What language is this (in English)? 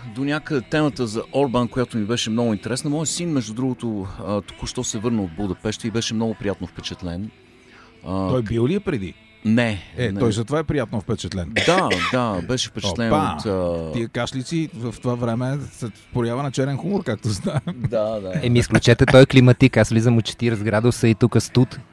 Bulgarian